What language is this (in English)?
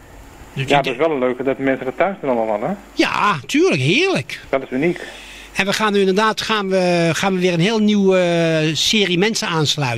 Dutch